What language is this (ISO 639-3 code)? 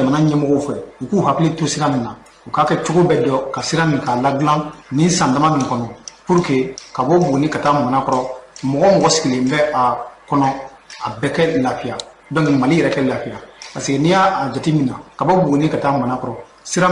bam